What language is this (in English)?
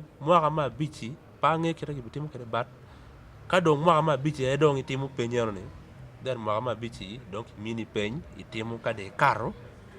Acoli